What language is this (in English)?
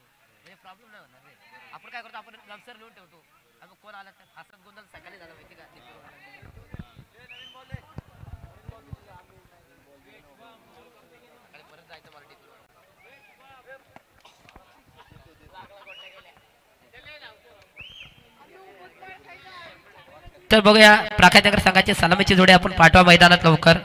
Marathi